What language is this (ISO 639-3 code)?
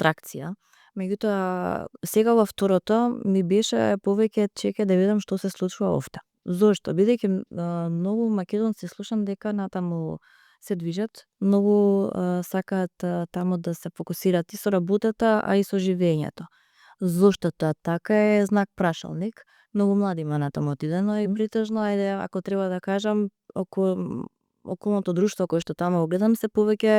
mkd